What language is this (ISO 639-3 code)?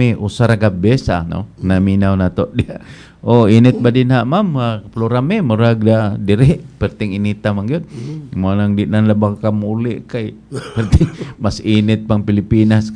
ceb